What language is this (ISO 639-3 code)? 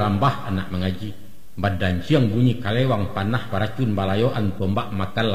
min